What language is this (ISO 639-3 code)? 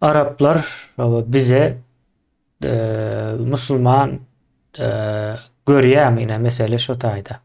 tuk